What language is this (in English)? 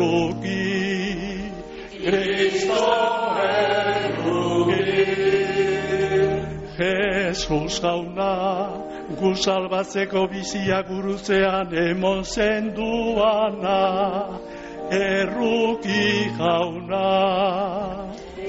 Basque